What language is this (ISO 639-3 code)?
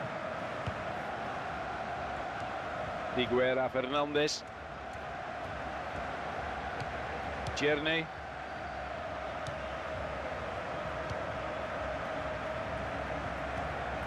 nld